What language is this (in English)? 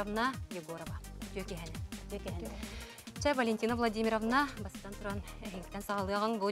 Yakut